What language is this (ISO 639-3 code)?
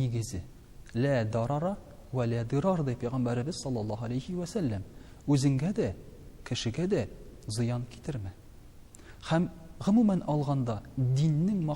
tat